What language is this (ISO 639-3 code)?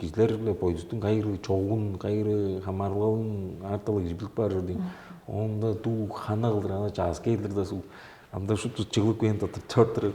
tyv